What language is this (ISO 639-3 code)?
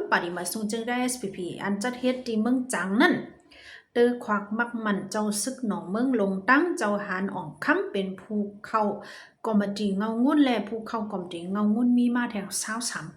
shn